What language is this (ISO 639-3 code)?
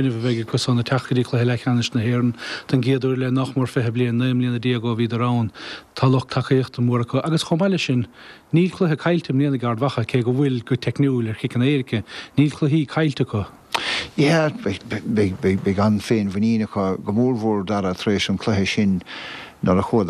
gle